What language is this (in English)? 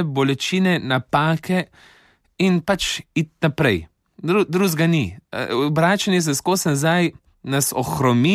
Slovenian